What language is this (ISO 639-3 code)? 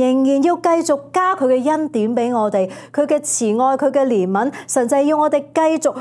yue